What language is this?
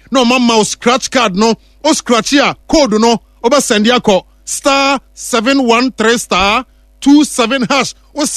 Akan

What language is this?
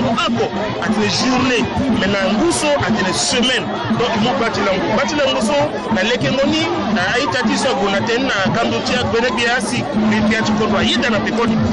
Sango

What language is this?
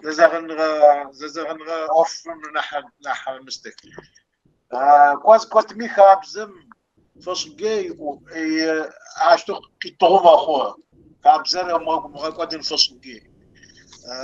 Kabardian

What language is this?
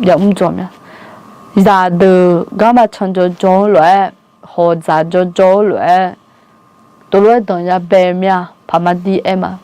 Akha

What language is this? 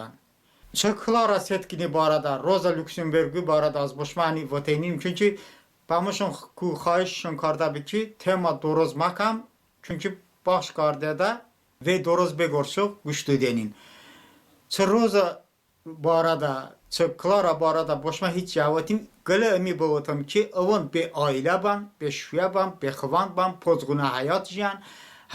Talysh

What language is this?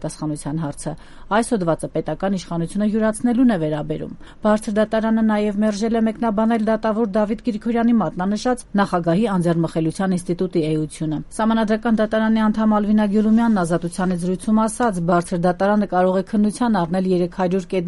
Armenian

